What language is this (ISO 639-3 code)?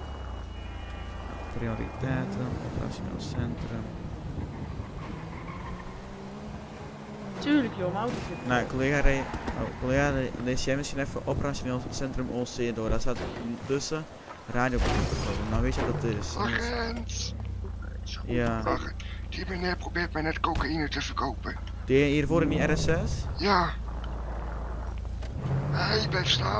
nld